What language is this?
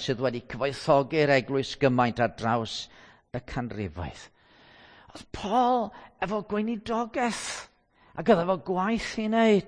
Welsh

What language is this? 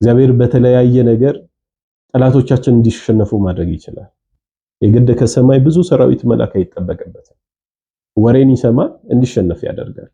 Amharic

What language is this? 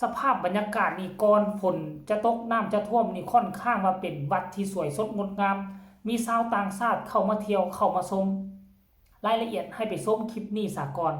Lao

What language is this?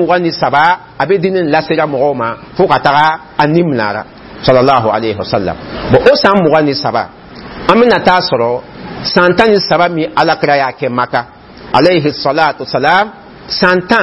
Dyula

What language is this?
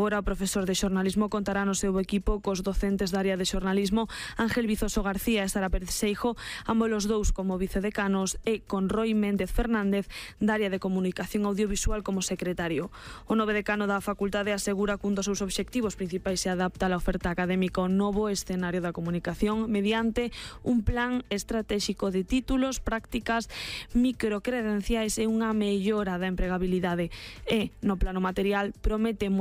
Galician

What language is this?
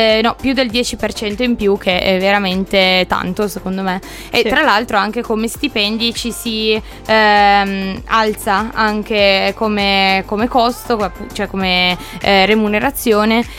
Italian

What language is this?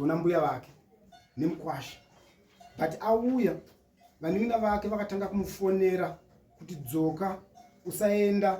Shona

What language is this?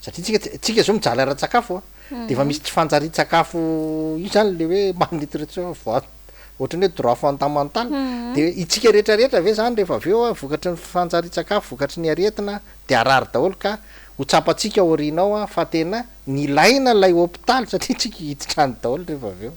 Malagasy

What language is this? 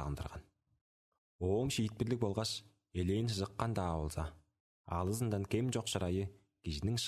Tuvinian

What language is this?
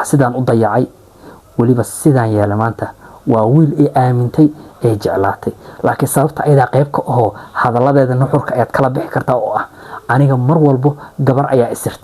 Somali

